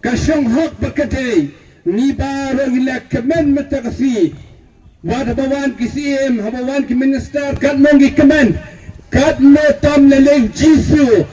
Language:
Khasi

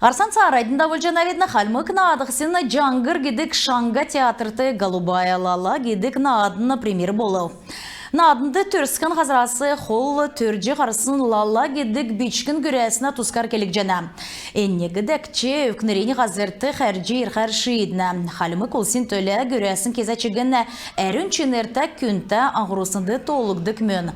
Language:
Kalmyk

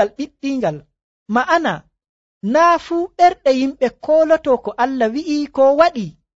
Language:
Nigerian Fulfulde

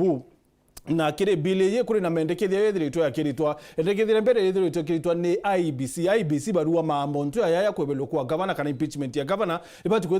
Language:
Meru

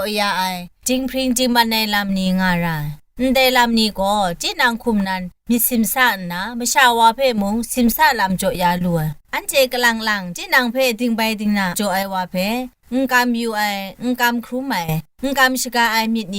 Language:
Kachin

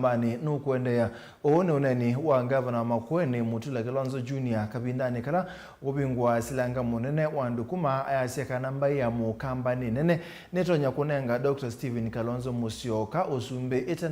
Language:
Kamba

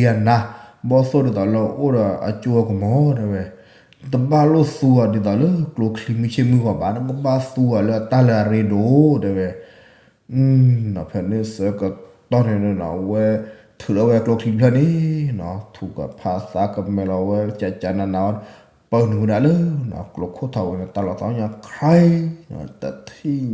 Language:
S'gaw Karen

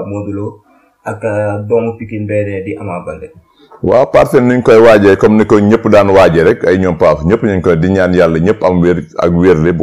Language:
Wolof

